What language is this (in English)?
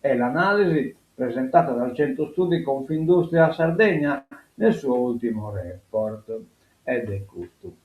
Sardinian